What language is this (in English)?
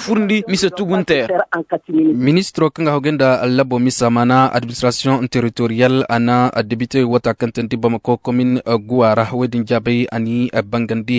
Koyraboro Senni